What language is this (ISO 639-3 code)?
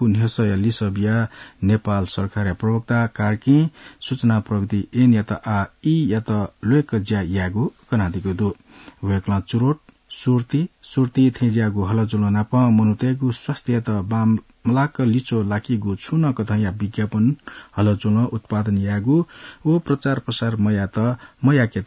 new